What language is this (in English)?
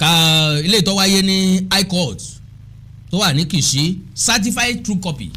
Yoruba